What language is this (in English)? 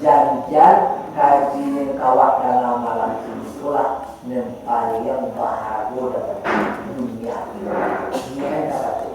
Minangkabau